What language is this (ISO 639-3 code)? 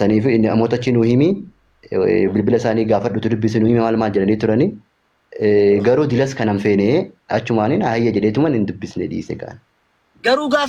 orm